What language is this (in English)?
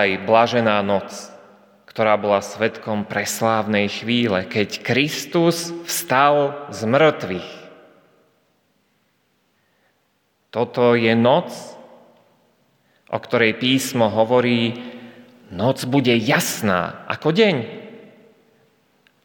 Slovak